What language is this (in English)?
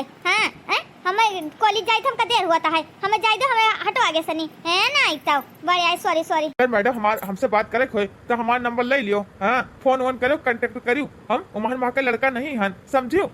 Awadhi